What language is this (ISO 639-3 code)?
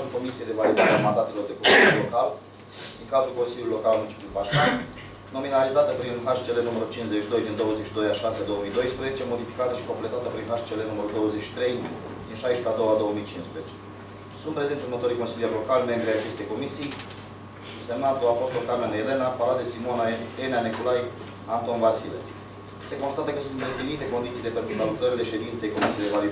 ron